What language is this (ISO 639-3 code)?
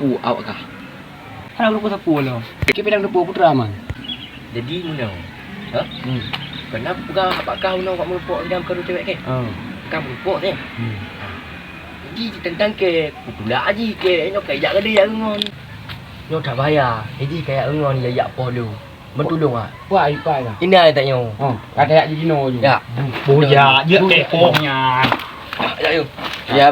ace